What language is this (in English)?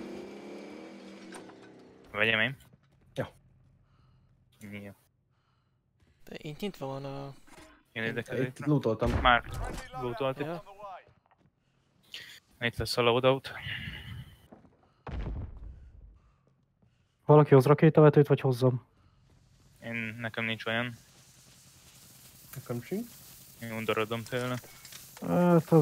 Hungarian